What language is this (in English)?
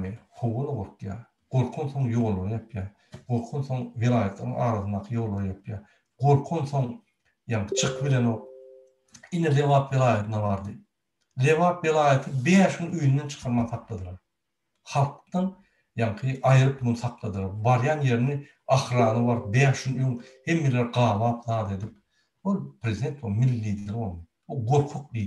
Turkmen